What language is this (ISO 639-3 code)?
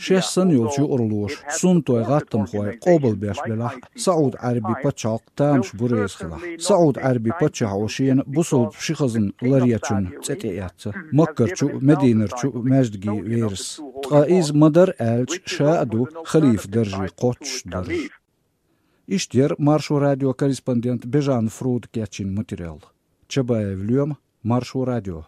che